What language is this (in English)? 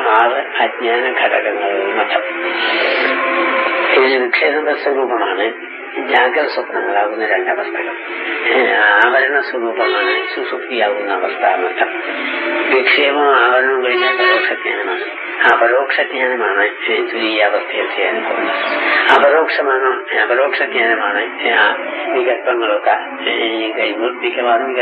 Malayalam